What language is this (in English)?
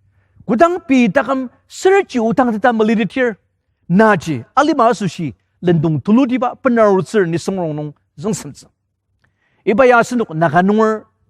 Ao Naga